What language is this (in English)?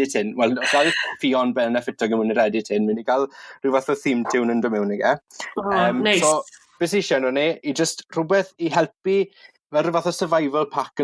Welsh